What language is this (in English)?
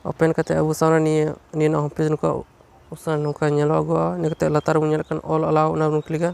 Santali